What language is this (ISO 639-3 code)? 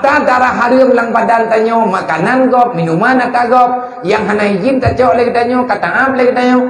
ace